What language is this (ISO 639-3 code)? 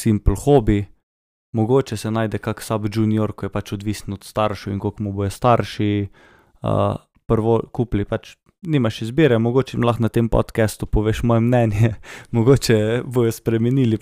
slv